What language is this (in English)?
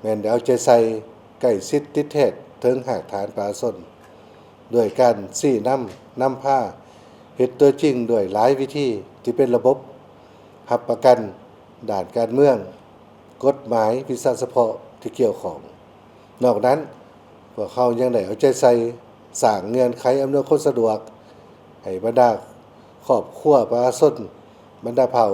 Lao